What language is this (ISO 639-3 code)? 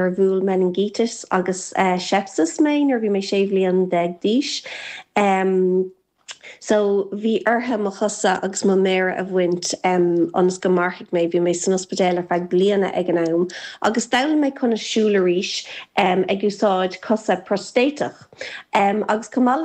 gle